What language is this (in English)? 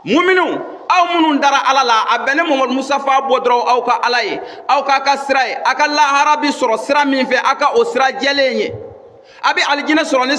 Bambara